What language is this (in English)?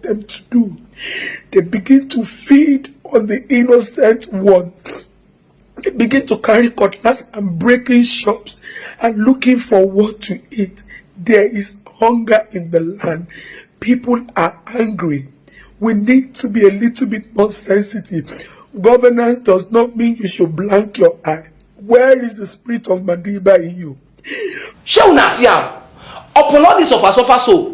Nigerian Pidgin